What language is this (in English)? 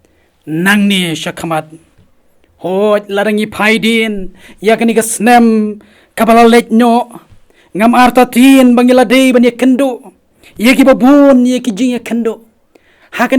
Khasi